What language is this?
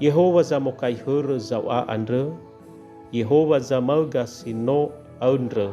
Nias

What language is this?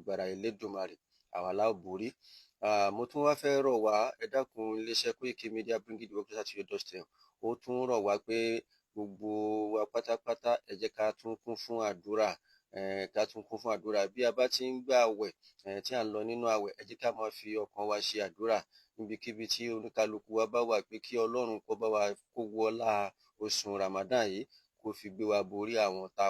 Yoruba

